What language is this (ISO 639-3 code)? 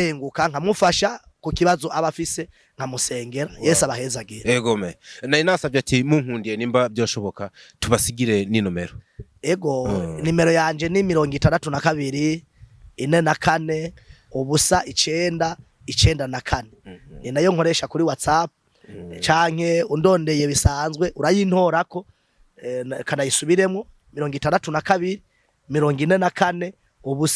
run